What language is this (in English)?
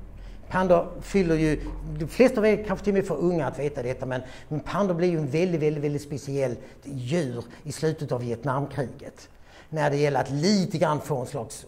Swedish